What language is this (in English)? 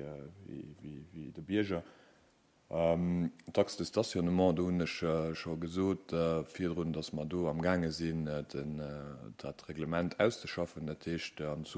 Luxembourgish